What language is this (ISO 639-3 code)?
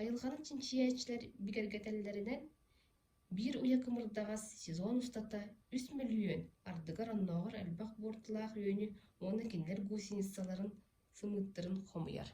sah